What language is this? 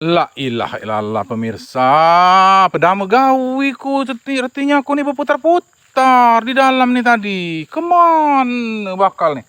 Musi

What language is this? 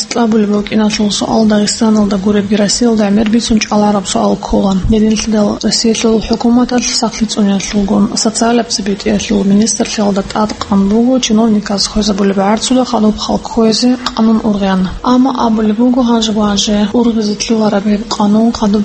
Avaric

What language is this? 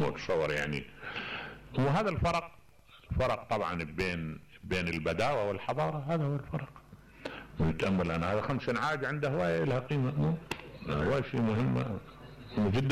Mesopotamian Arabic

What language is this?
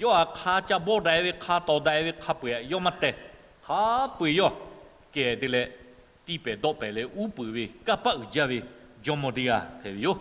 Lahu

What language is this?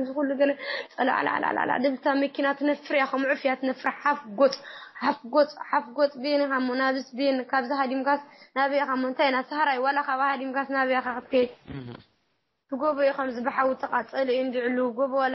Tigrinya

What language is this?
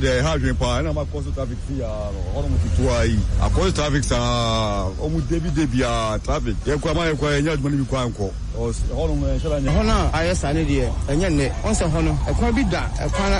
Akan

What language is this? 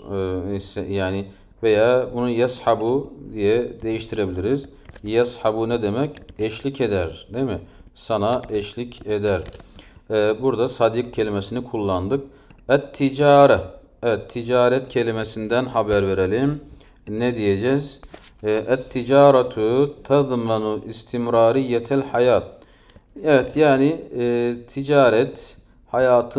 Turkish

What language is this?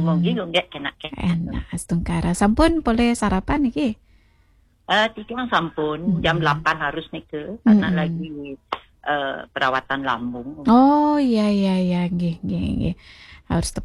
Balinese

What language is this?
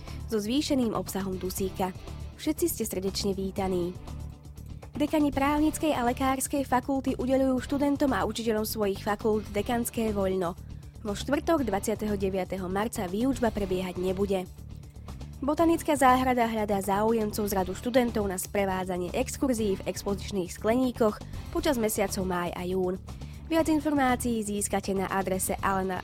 Slovak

